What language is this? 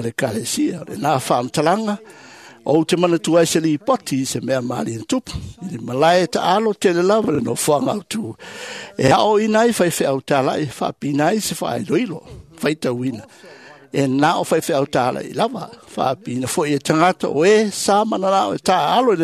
Samoan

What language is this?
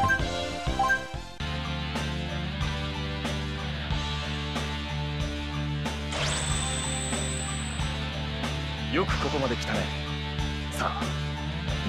Japanese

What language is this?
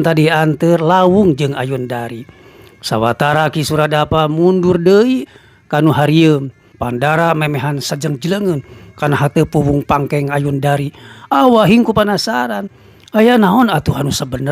Sundanese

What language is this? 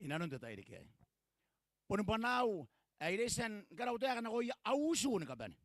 Gilbertese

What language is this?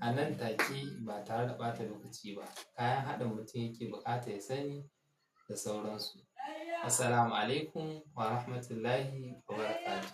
Hausa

